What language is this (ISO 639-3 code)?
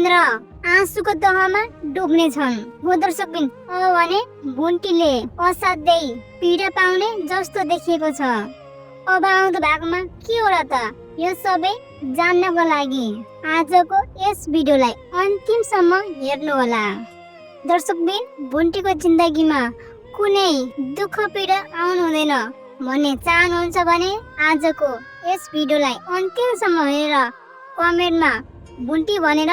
nep